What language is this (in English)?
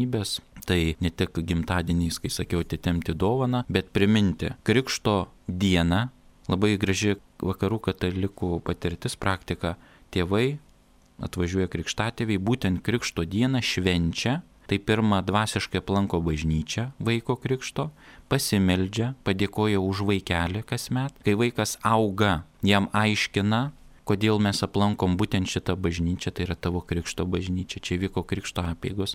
Lithuanian